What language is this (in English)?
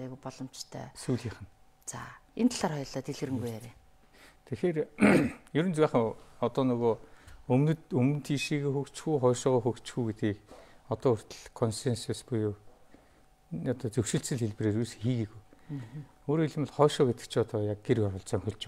Mongolian